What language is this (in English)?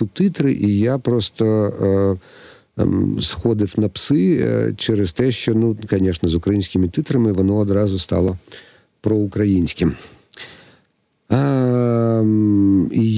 Ukrainian